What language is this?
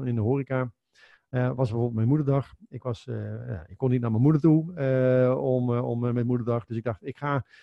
Dutch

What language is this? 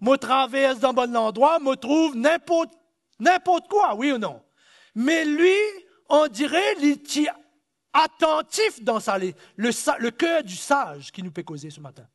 Morisyen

